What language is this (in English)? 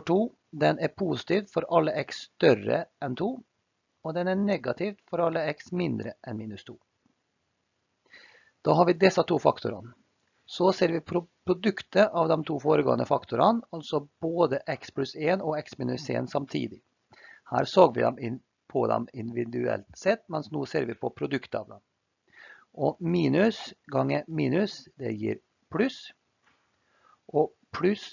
Norwegian